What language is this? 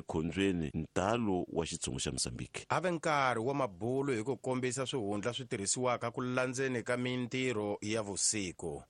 Tsonga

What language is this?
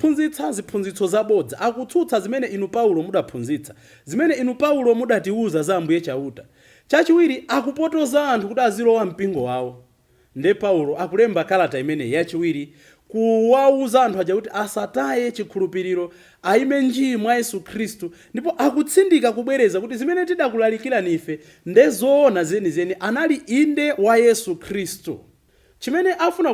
Nyanja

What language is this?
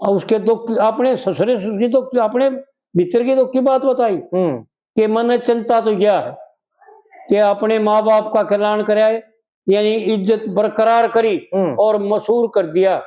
Haryanvi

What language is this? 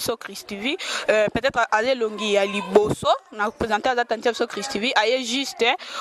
Lingala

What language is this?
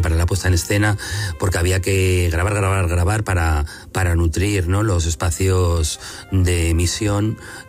Spanish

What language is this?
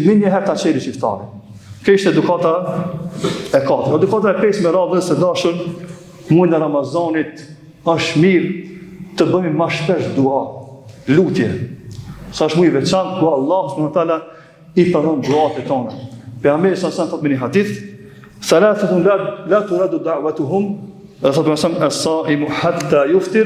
Albanian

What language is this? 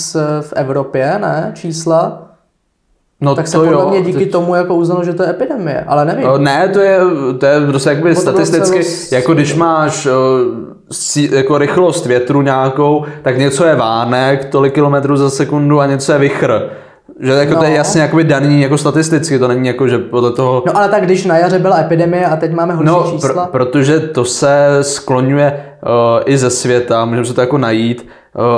Czech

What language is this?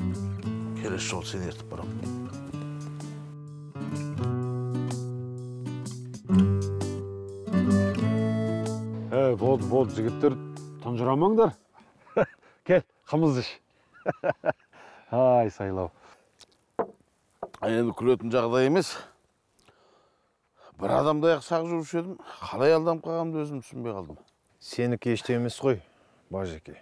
Kazakh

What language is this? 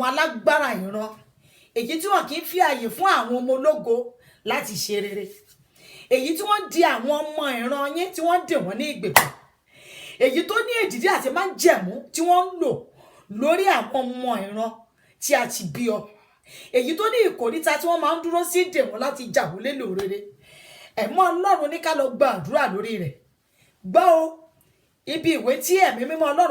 Yoruba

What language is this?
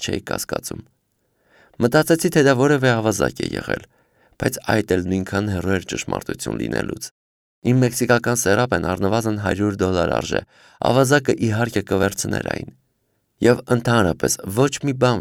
Armenian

